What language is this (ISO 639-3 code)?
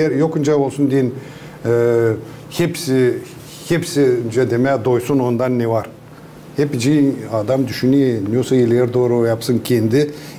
gag